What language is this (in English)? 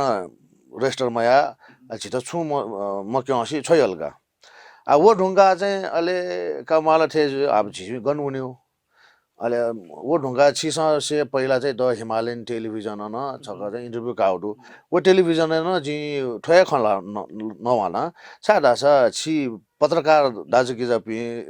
Newari